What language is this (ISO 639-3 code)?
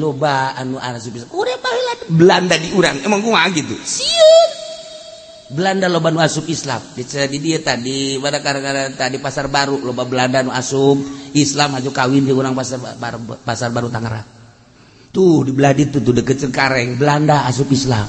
sun